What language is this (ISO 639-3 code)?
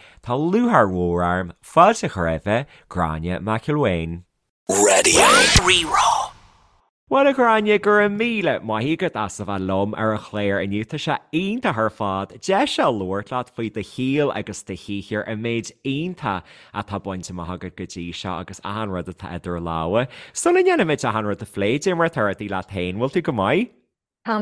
gle